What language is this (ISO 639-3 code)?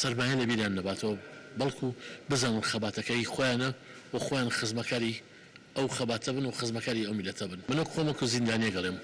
ckb